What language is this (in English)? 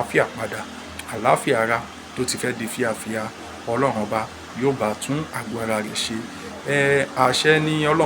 Yoruba